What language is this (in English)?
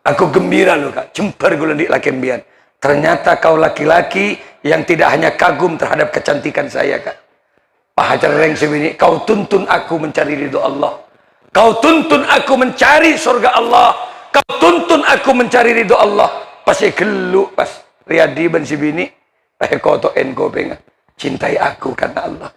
Madurese